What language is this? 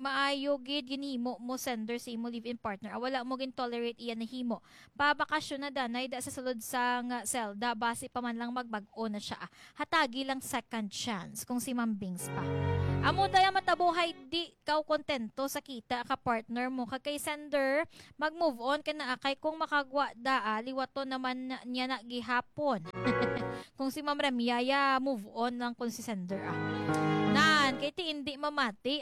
Hiligaynon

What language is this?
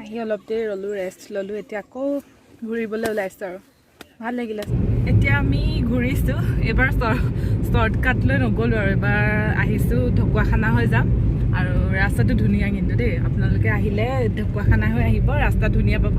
Assamese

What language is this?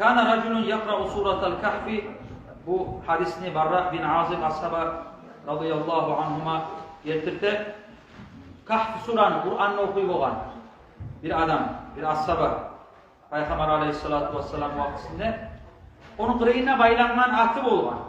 Kumyk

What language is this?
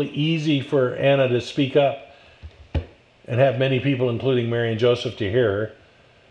English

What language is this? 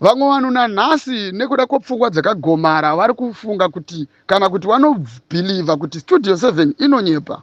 Shona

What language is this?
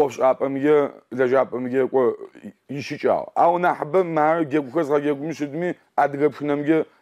Adyghe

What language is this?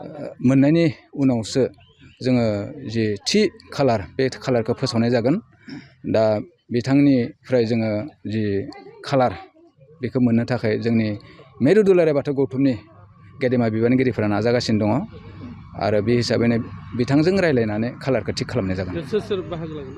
Bodo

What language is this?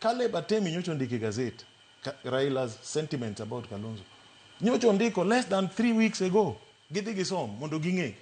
Luo (Kenya and Tanzania)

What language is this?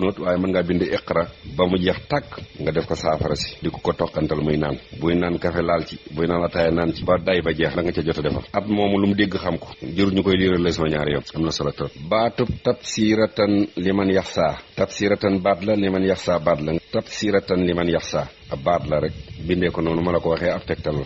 Wolof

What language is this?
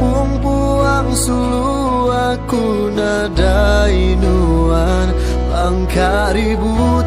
Iban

